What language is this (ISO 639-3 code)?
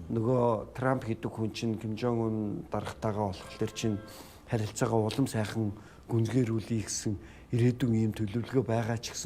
mon